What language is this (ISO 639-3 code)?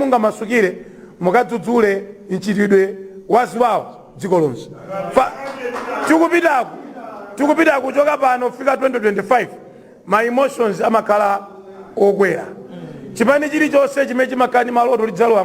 nya